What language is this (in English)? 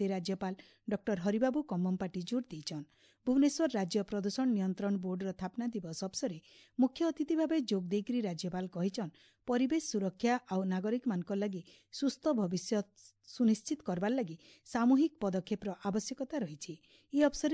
Odia